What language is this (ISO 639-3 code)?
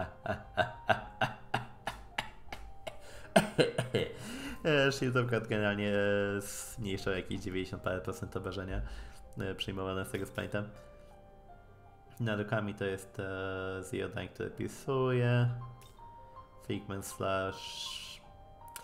pol